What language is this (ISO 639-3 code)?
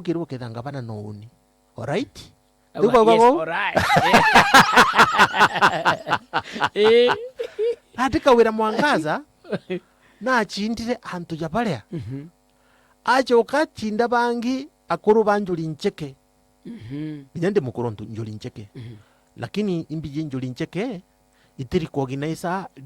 mer